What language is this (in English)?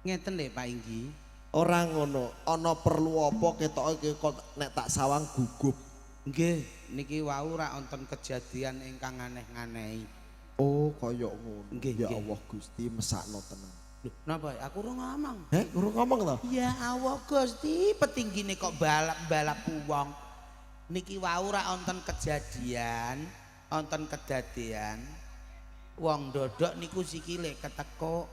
Javanese